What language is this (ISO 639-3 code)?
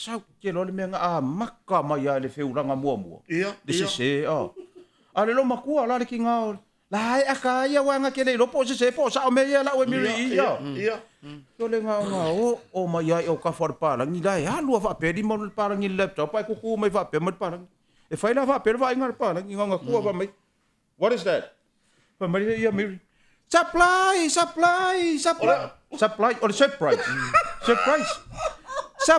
smo